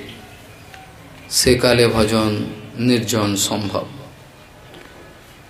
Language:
Bangla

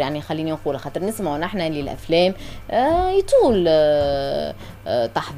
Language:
Tunisian Arabic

